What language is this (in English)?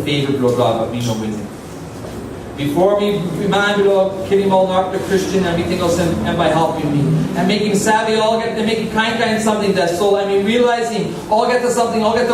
Tok Pisin